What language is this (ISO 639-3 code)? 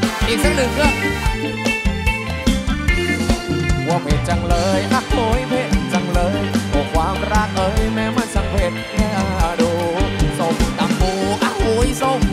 tha